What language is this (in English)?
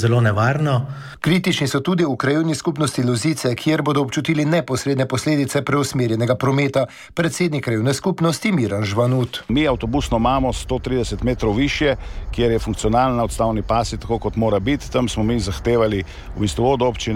Slovenian